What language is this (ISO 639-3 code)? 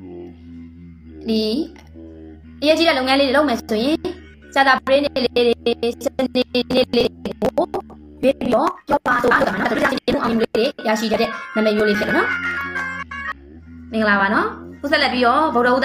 mya